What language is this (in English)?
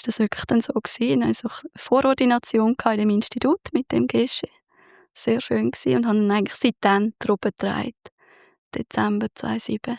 Swiss German